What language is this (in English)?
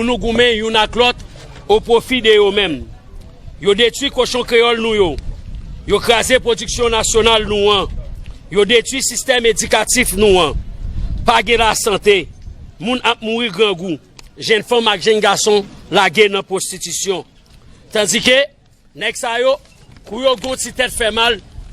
Haitian Creole